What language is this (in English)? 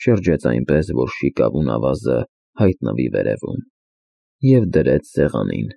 Armenian